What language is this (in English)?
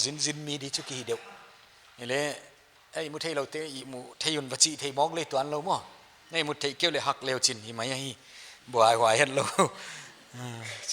Paite Chin